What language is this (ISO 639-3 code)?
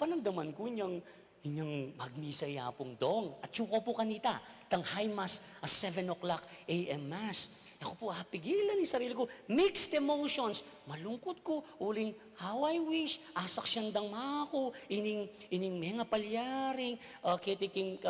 pam